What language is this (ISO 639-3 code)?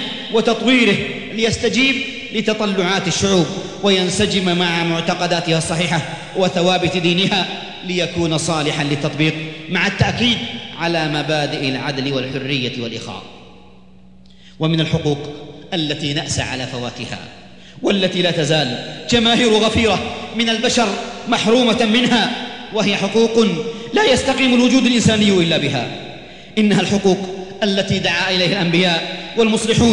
ara